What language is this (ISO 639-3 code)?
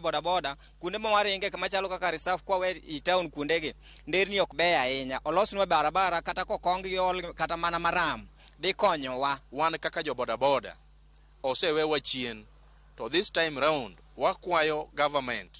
luo